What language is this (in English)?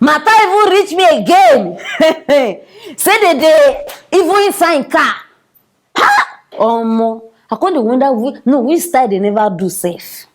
Nigerian Pidgin